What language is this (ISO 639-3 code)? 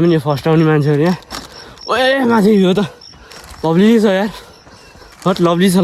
nep